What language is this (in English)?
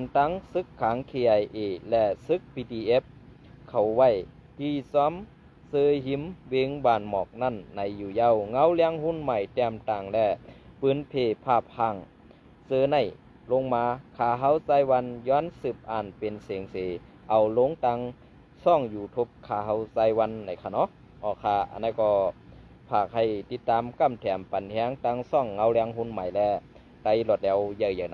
Shan